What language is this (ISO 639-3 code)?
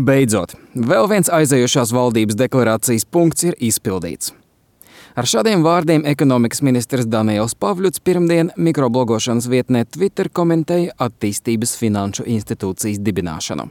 lav